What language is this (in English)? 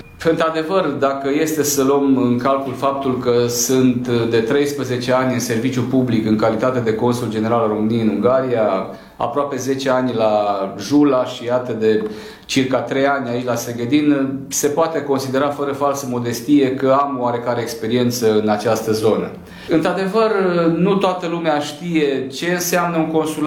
Romanian